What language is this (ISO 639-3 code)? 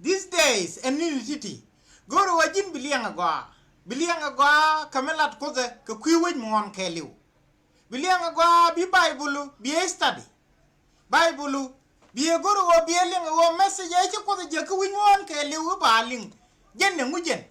nus